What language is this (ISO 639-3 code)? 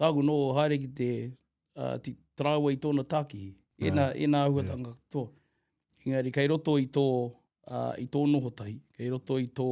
mri